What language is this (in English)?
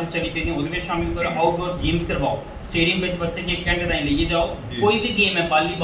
Dogri